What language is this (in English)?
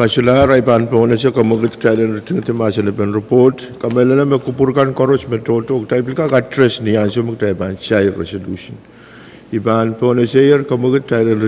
Pohnpeian